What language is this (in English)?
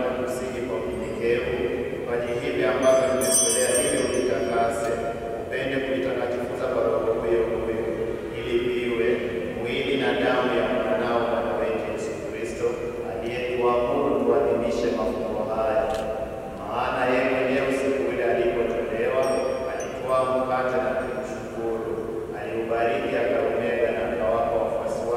Swahili